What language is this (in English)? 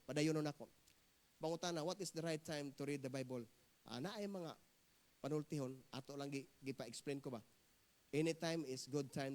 Cebuano